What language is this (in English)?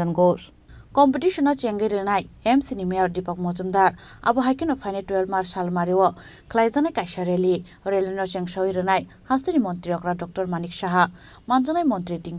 Kok Borok